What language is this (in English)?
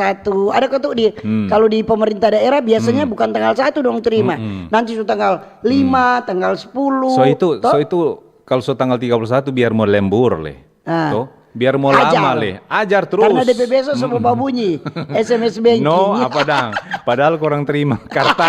Manado Malay